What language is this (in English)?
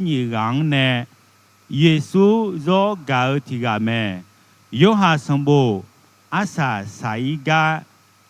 Akha